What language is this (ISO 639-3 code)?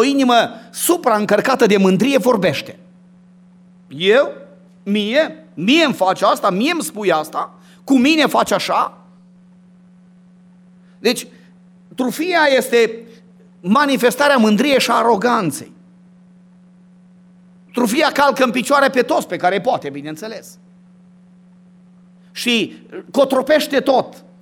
ron